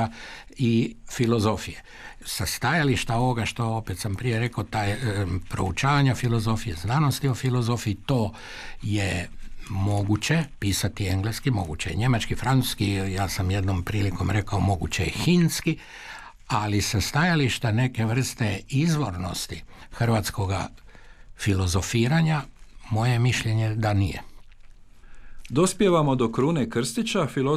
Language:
Croatian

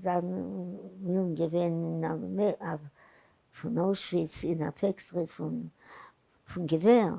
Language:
Yiddish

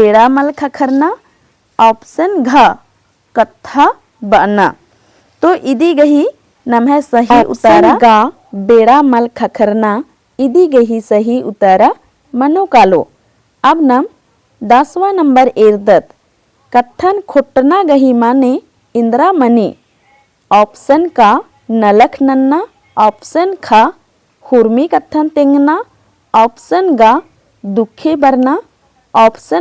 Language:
Kurukh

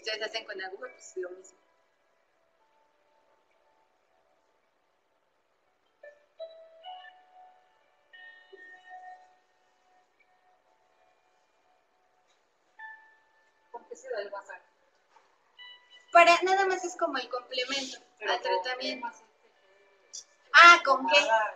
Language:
Spanish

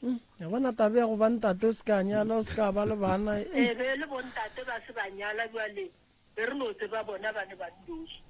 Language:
Northern Sotho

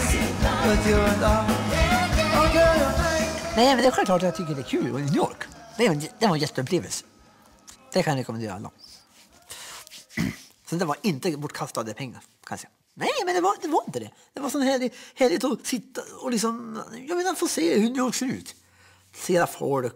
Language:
Swedish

